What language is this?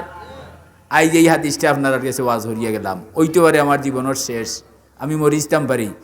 Sylheti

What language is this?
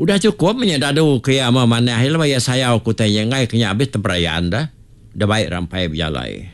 Iban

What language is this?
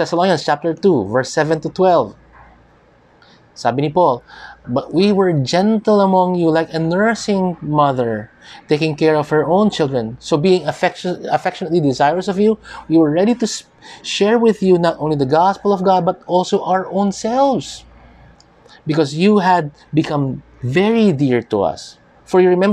Filipino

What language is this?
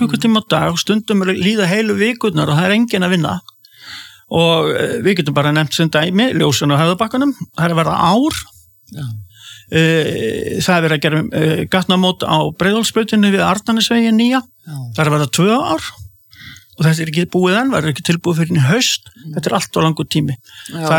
Icelandic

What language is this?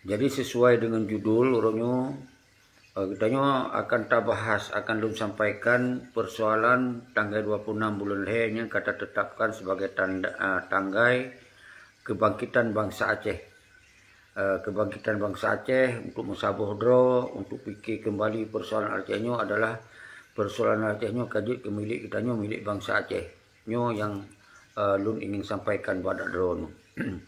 Achinese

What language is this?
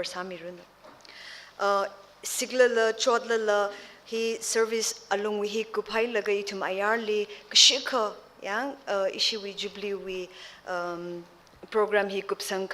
Tangkhul Naga (India)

